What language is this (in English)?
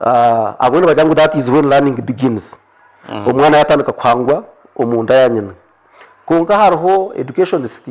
Nyankole